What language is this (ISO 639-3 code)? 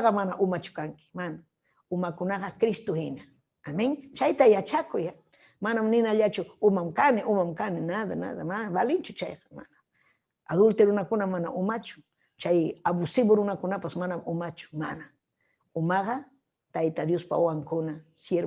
quy